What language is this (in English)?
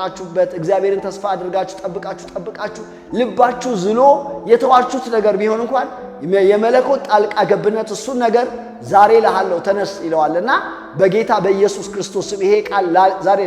Amharic